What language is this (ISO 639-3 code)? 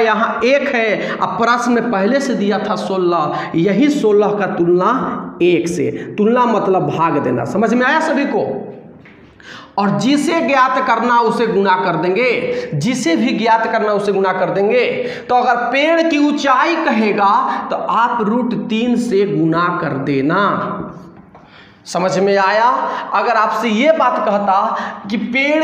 hin